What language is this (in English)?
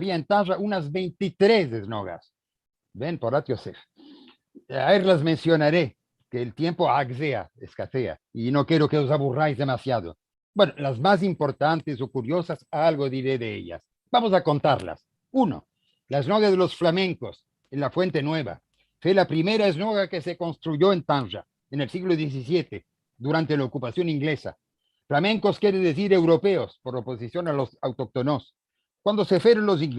Ladino